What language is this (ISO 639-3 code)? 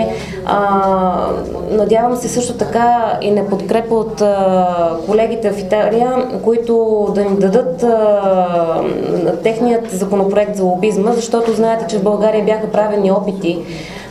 bul